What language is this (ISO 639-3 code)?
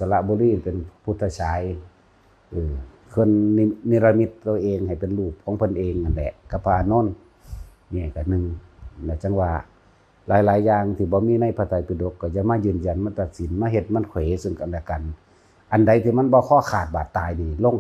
tts